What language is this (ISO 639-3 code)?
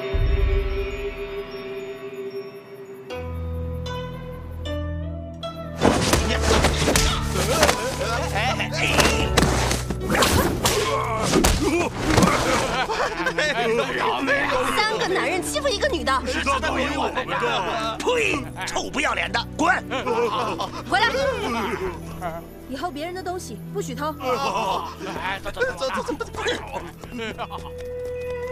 zho